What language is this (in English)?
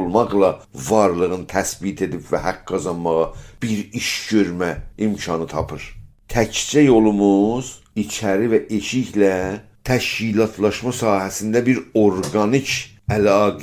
South Azerbaijani